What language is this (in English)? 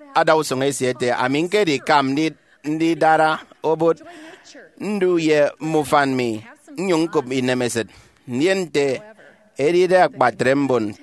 Efik